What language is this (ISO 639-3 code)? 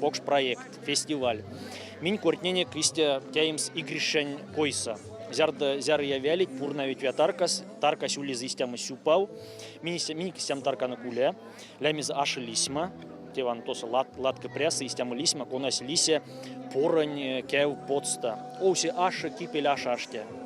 myv